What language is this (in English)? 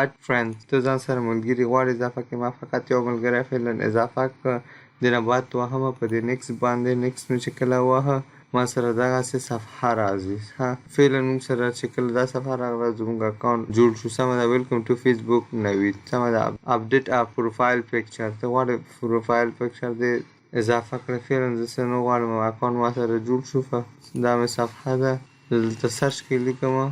Pashto